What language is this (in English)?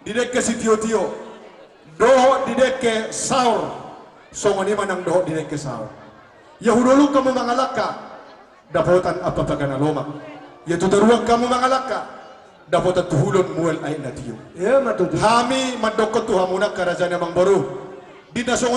Batak Toba